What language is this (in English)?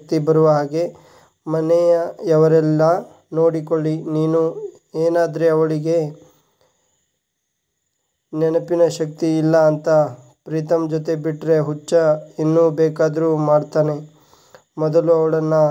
Kannada